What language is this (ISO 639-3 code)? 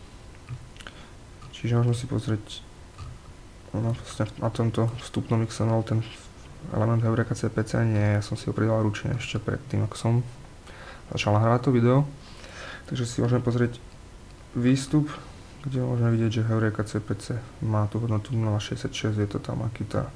slk